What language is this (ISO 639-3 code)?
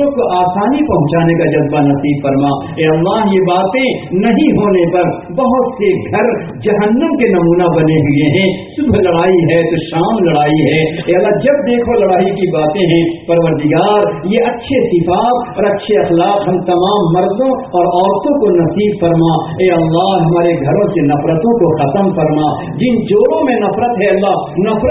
urd